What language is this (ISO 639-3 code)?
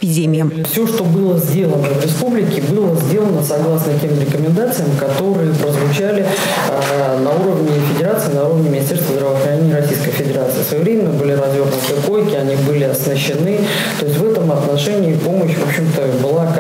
rus